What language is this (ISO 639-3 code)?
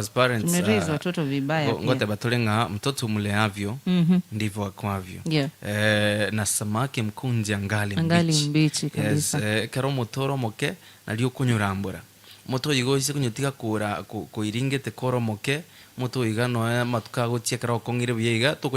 guz